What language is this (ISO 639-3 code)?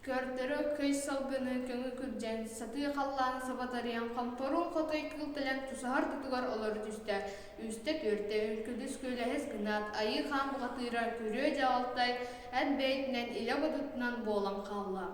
sah